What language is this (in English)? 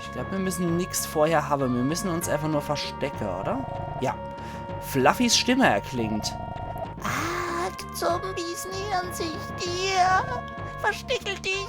Palatine German